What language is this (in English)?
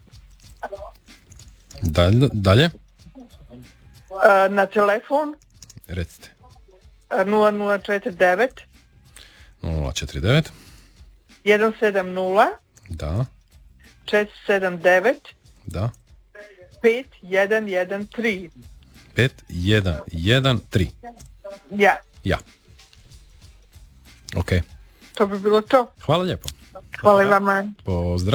Croatian